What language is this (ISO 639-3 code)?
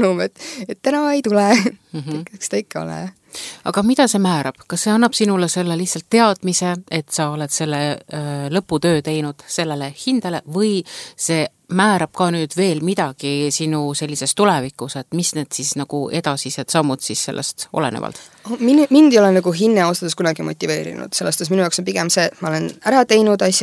est